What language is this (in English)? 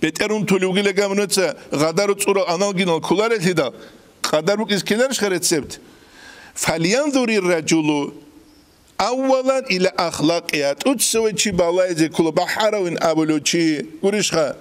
Avaric